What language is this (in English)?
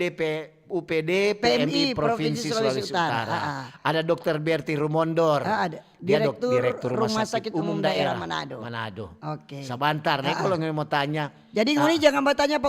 Manado Malay